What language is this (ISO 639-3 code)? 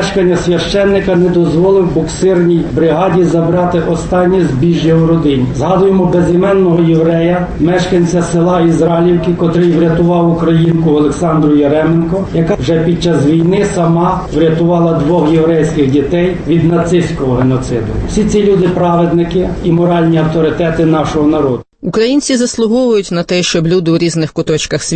ukr